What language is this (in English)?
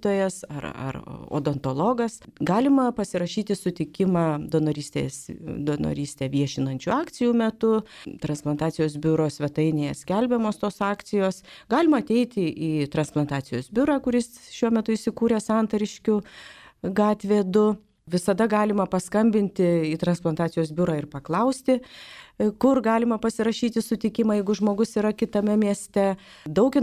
Lithuanian